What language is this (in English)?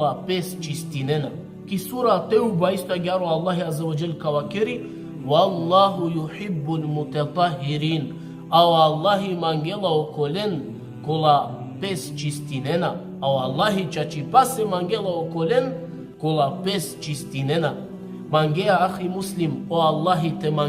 Balkan Romani